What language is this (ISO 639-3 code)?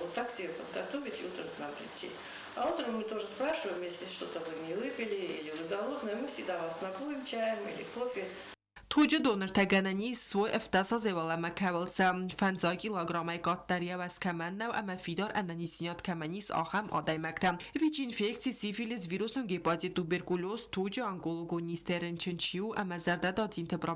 oss